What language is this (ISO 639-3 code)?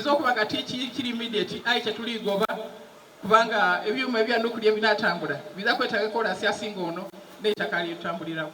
xog